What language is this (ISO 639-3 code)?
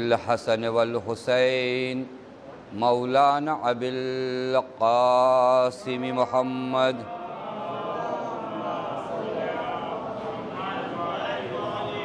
urd